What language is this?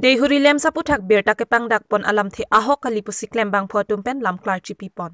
Karbi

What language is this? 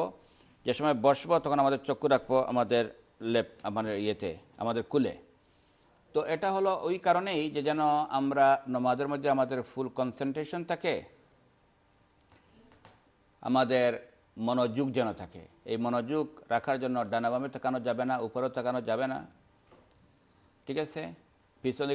Bangla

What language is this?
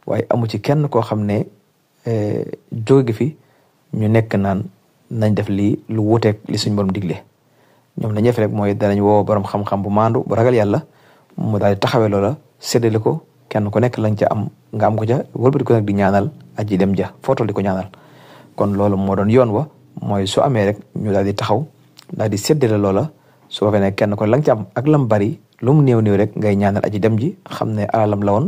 Wolof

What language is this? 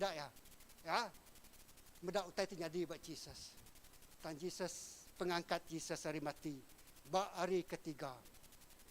Iban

